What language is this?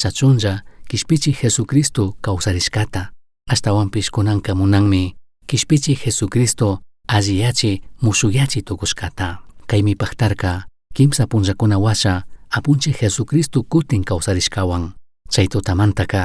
Chimborazo Highland Quichua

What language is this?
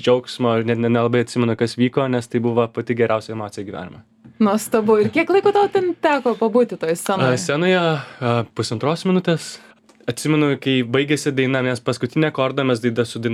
Lithuanian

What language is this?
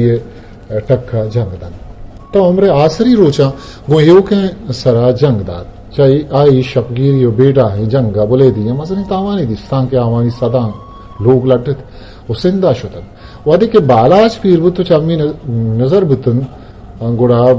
Eastern Balochi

